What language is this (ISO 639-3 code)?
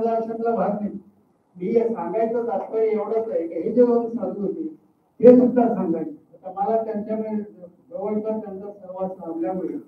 mar